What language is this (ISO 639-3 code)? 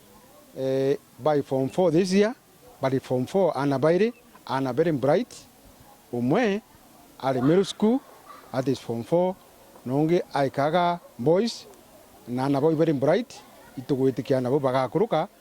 mer